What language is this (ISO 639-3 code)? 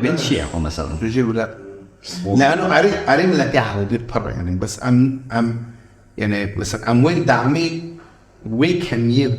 kur